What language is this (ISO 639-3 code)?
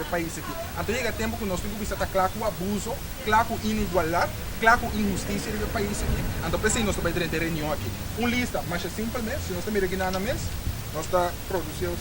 pap